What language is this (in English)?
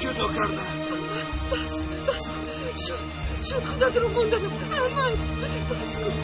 Tajik